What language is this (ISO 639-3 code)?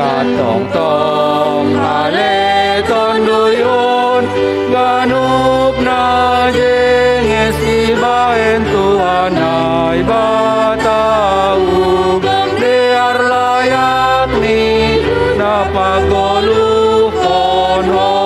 bts